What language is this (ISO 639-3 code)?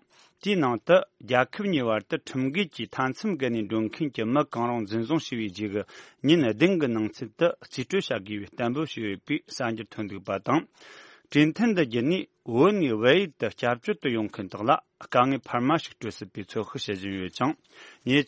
bod